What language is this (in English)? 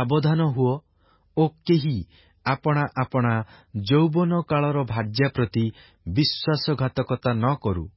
Odia